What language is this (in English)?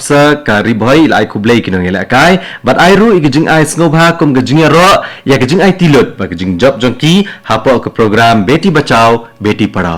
Khasi